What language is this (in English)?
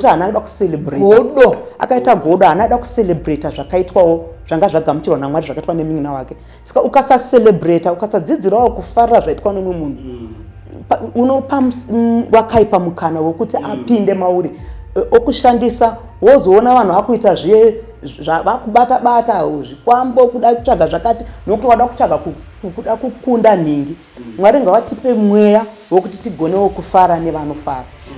Shona